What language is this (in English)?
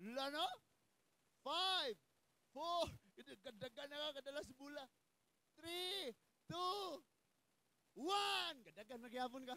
Cebuano